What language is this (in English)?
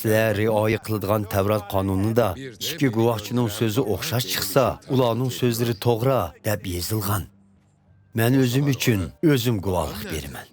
Uyghur